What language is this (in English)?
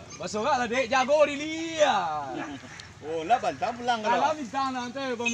Minangkabau